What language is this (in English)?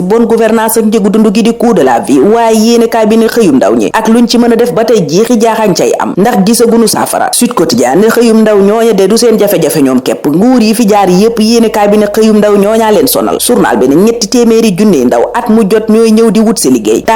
Wolof